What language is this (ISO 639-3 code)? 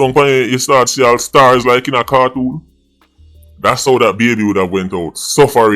jam